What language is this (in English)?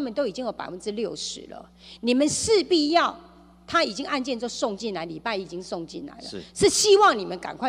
Chinese